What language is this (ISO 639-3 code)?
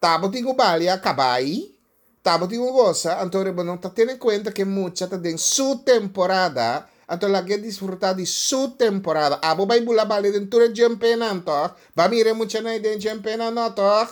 pap